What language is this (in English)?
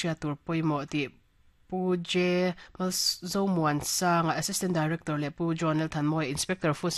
Mizo